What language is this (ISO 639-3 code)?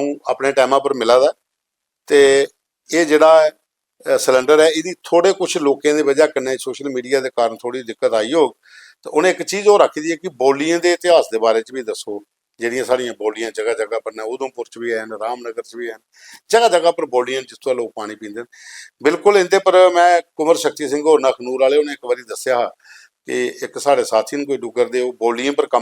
doi